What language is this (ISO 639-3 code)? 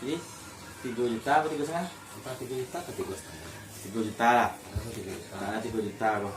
min